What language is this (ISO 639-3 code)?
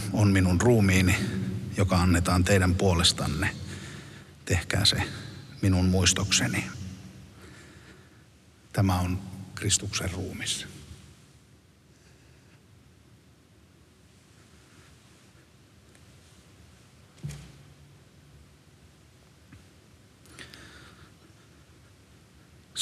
fin